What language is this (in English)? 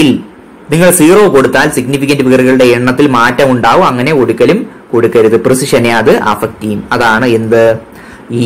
Malayalam